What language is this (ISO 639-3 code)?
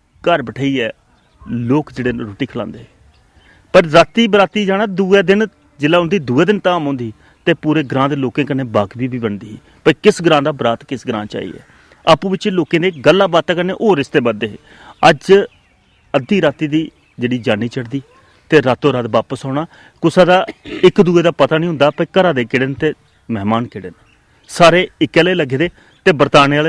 doi